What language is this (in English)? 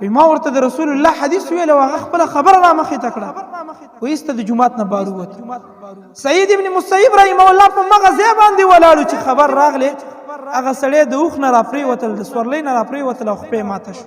Pashto